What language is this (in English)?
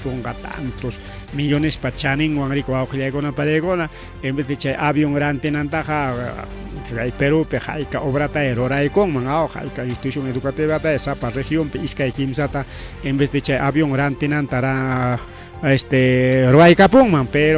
Ayacucho Quechua